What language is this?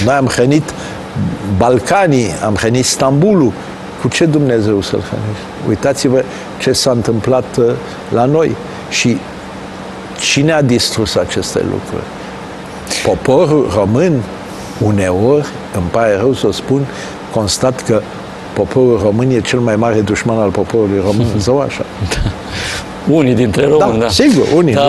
Romanian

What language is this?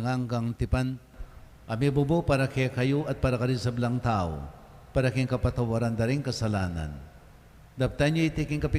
Pampanga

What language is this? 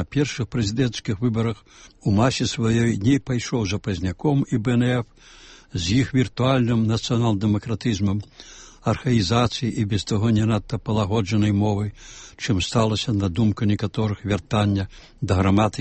Belarusian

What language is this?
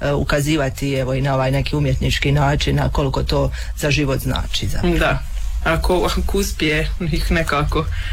Croatian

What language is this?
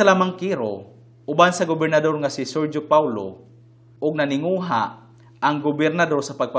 Cebuano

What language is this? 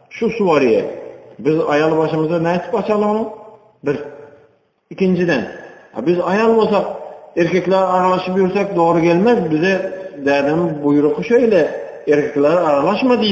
Turkmen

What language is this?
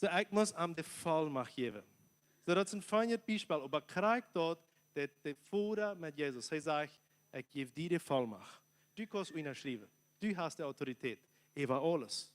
Plautdietsch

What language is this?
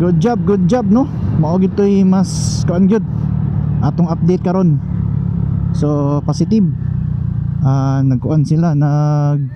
Cebuano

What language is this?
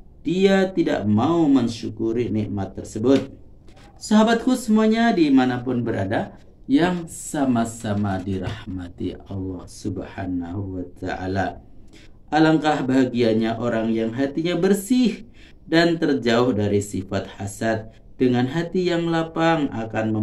Indonesian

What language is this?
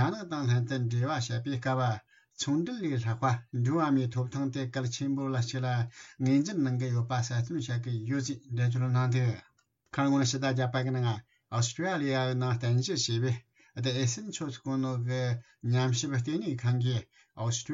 Tibetan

